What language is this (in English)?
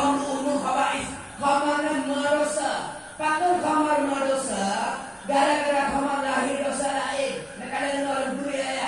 Achinese